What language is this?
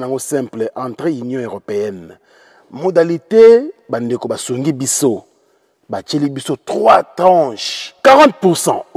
Lingala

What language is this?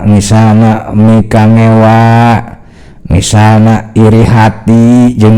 Sundanese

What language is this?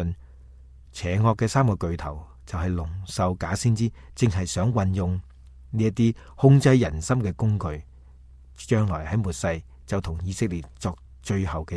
Cantonese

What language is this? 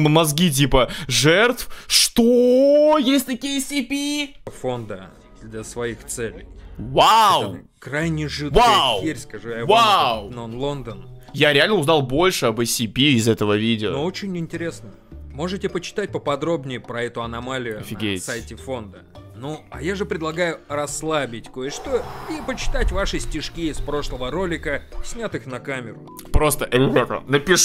Russian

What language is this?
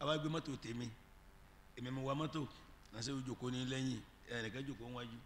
Yoruba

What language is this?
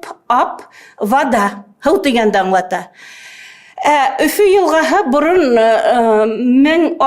Bashkir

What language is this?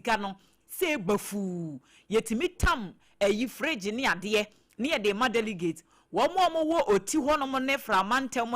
Akan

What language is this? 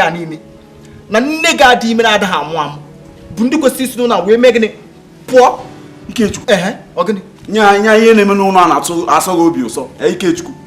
Igbo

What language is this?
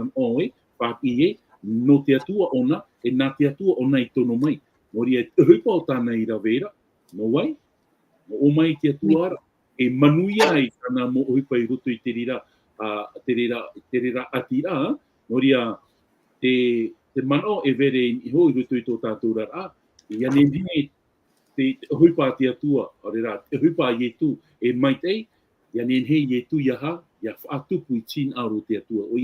Tahitian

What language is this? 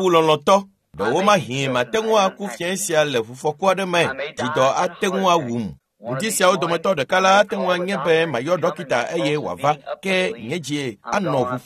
Ewe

